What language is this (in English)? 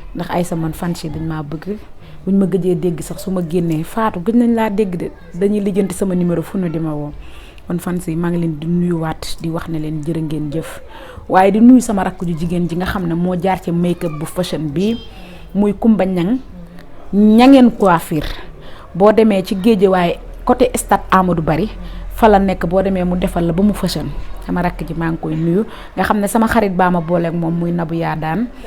Wolof